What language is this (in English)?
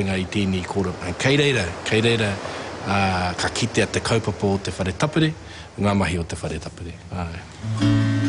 Māori